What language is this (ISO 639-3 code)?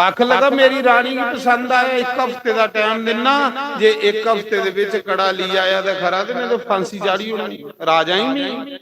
doi